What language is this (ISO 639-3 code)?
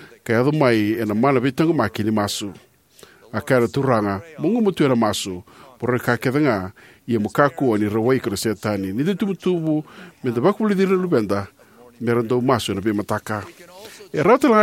fij